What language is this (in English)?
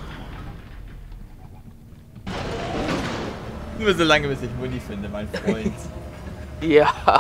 German